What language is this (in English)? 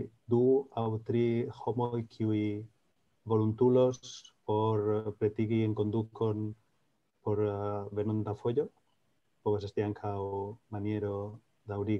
Esperanto